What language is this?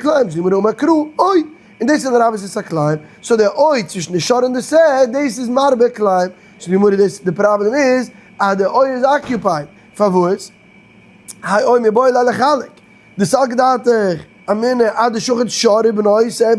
Yiddish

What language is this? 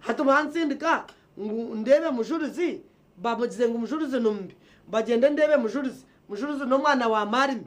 Nyankole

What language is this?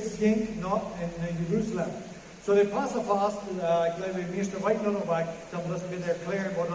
Plautdietsch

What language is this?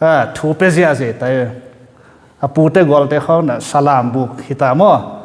Tedim Chin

